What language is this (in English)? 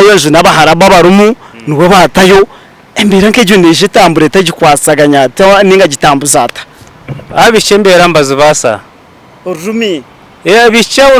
Nyankole